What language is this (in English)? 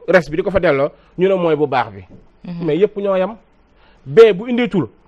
Wolof